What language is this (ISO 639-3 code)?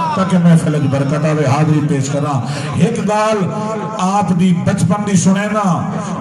skr